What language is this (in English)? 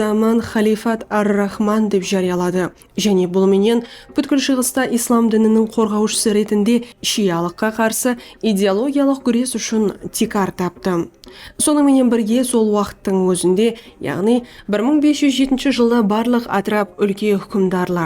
Kara-Kalpak